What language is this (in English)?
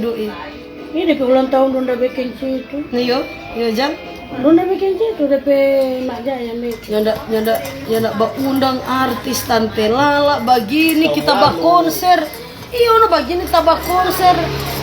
Manado Malay